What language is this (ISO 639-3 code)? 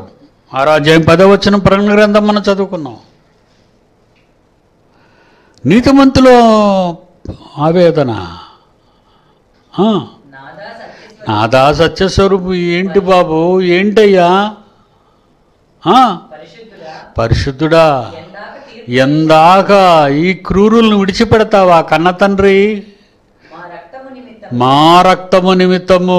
tel